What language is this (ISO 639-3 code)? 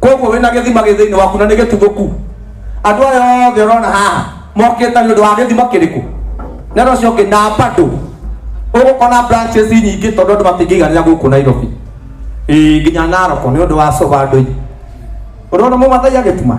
kik